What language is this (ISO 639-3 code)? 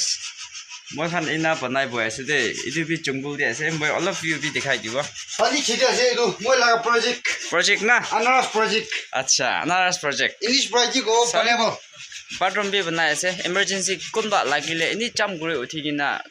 nag